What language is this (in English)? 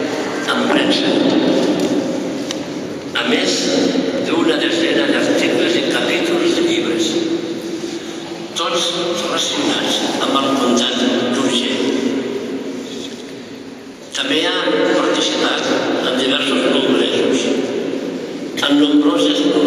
Catalan